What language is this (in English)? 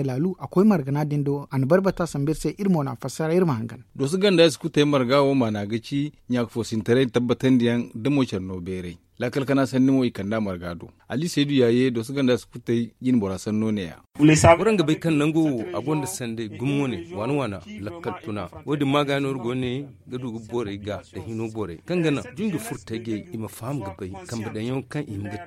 Zarma